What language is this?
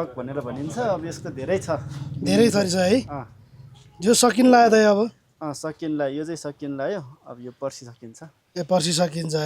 Nepali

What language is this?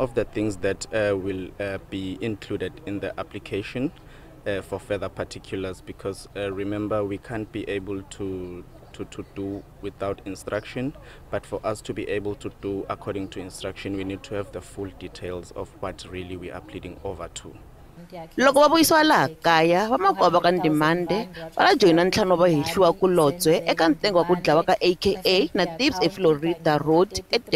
Tsonga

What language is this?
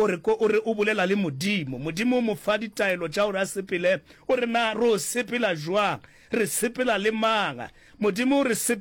Northern Sotho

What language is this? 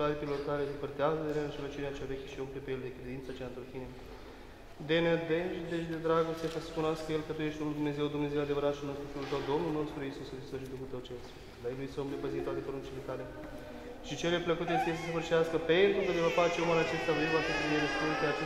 Romanian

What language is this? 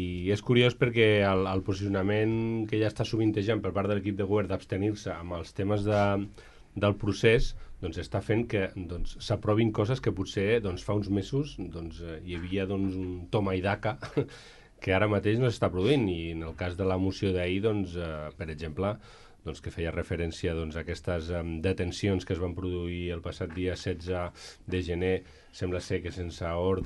Catalan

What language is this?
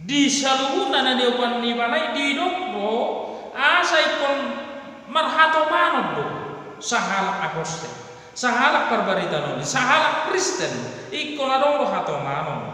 Batak Toba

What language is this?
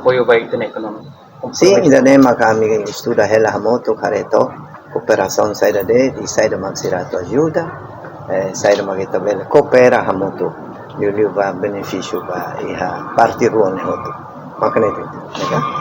Tetum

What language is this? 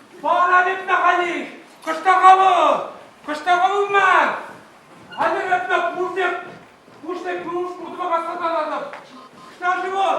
Chuvash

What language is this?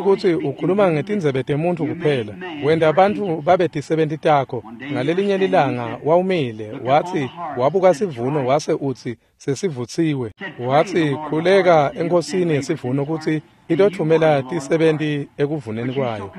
Swati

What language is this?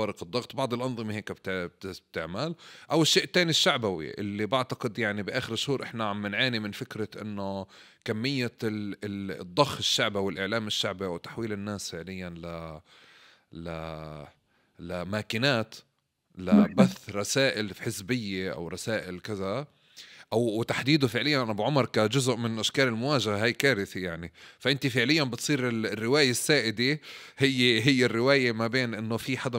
North Levantine Arabic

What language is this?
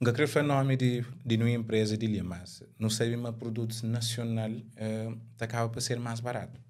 Kabuverdianu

